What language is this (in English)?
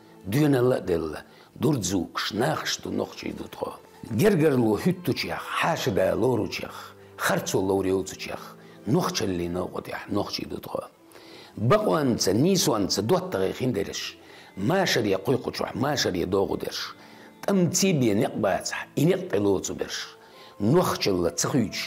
Chechen